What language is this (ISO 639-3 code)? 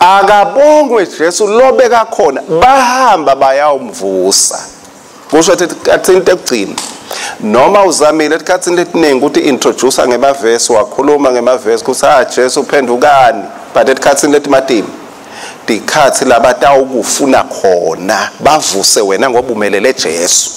ssw